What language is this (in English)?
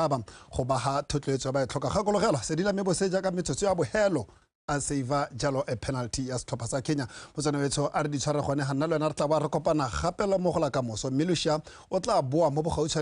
Tswana